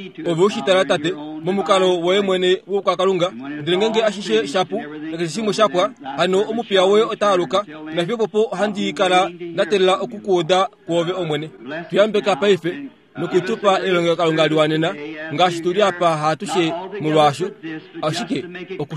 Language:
Kuanyama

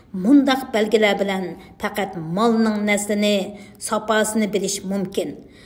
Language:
Uyghur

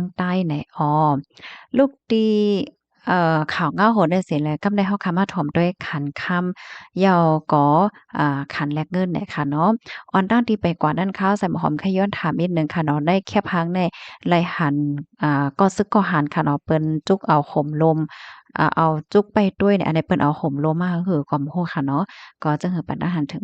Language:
Shan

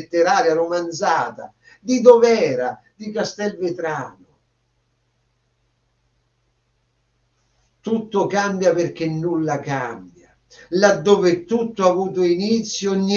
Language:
Italian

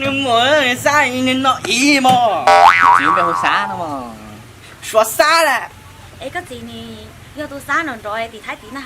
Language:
Hmong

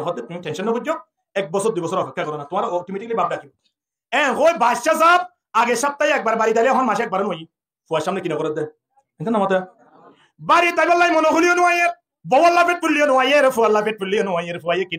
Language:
Rohingya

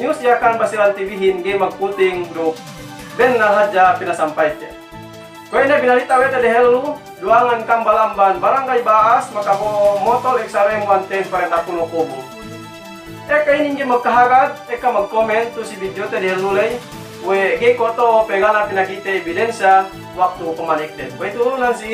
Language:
Yakan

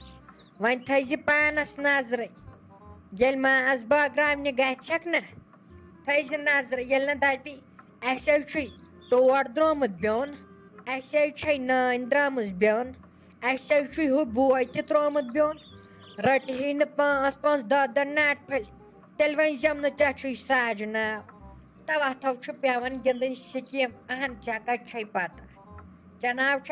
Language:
Kashmiri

